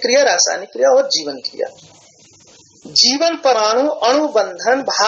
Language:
Hindi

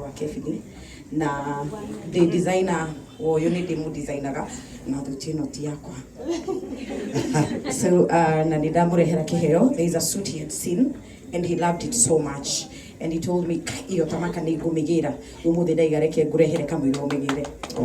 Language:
Kikuyu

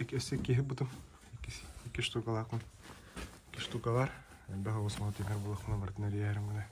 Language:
Yakut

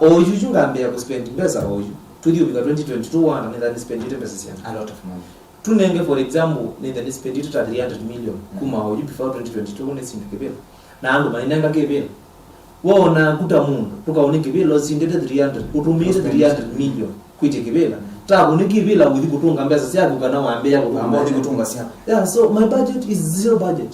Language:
Kamba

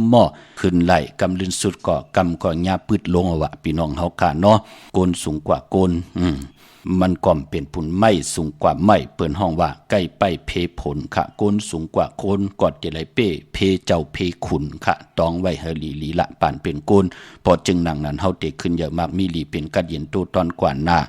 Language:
Shan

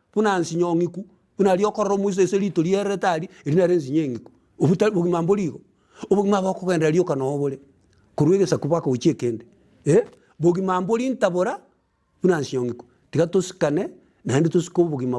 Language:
Gusii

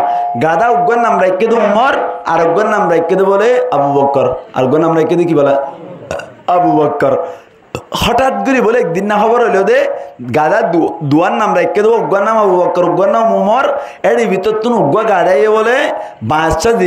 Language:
Rohingya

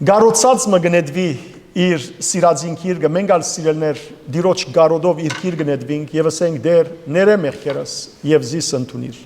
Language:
Western Armenian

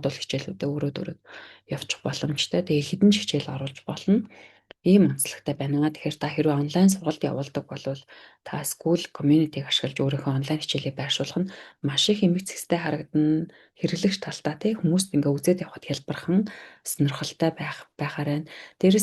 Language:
Mongolian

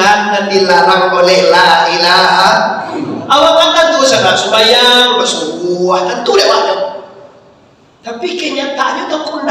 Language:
Minangkabau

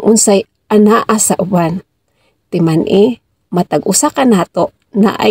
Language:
Cebuano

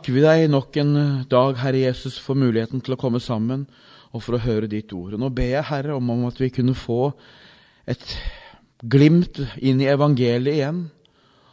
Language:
Norwegian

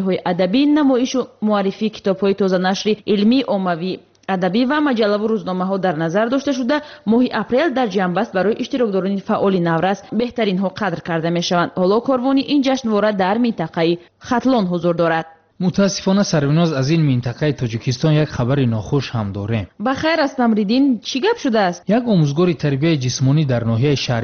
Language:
Tajik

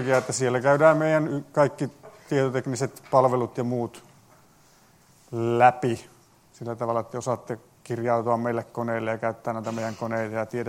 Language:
Finnish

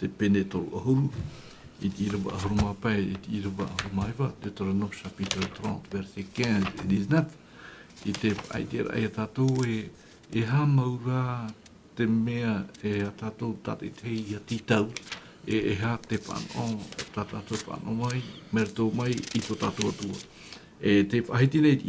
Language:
Tahitian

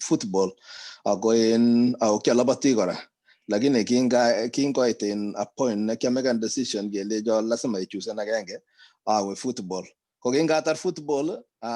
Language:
Kalenjin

